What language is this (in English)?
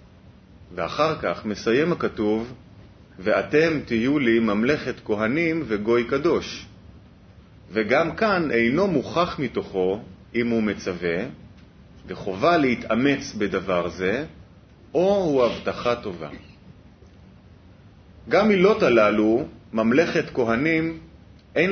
Hebrew